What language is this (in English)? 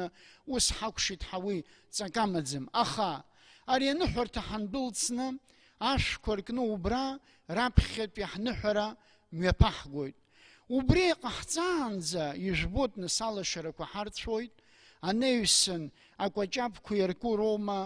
Abkhazian